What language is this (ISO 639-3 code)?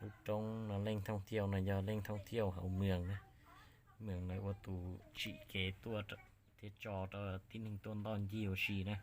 hmn